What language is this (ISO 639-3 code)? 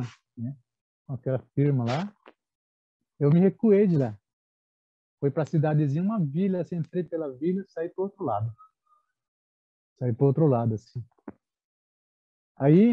por